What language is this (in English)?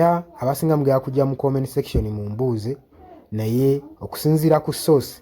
Ganda